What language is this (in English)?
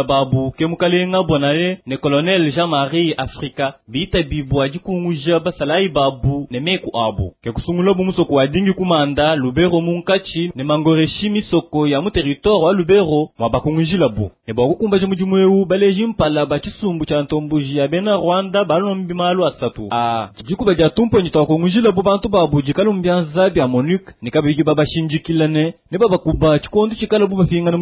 Luba-Lulua